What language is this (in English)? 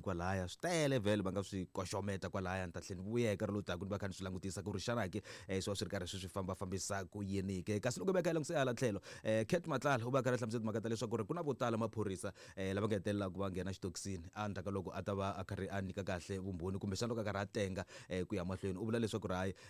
Tsonga